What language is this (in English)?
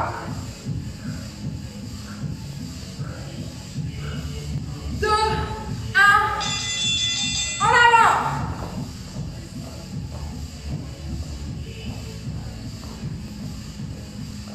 French